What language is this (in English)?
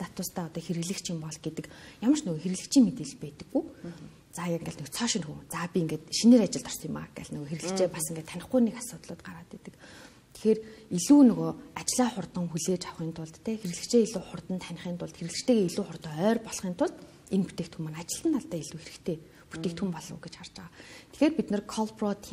Mongolian